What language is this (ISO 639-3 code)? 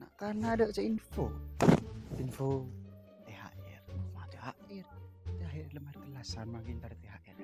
mad